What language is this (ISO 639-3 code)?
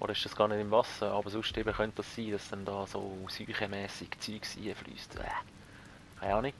gsw